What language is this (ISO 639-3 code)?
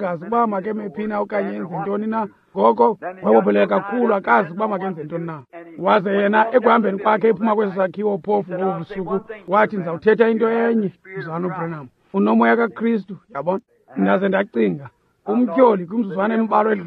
xho